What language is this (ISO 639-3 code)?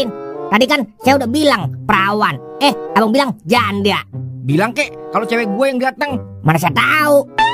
bew